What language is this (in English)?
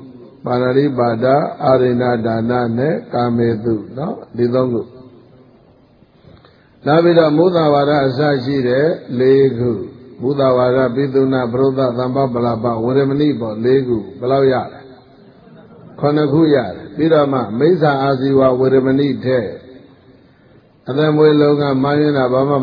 Burmese